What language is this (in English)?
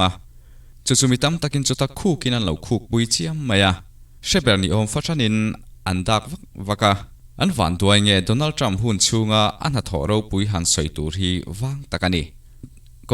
Mizo